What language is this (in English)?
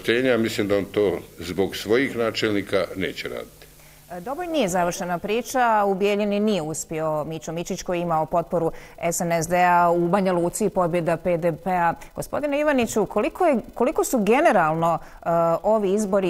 Bosnian